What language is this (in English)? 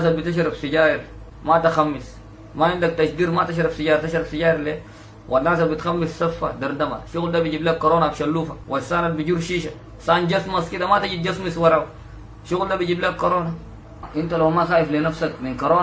Sudanese Arabic